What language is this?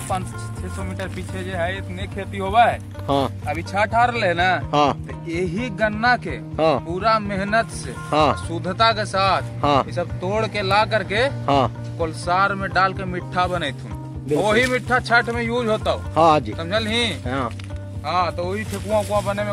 Magahi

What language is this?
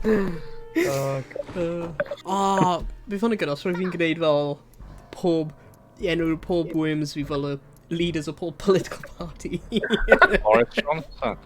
Welsh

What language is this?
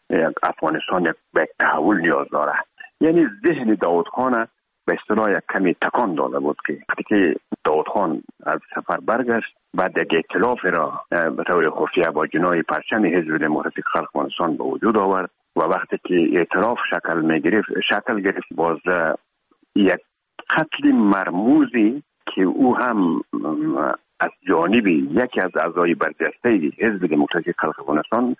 Persian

